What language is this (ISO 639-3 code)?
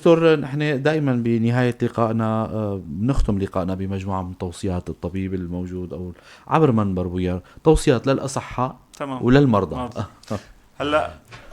apc